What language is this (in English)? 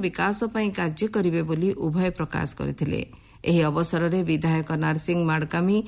Odia